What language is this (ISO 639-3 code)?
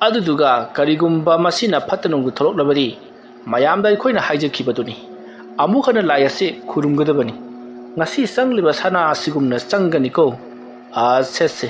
mni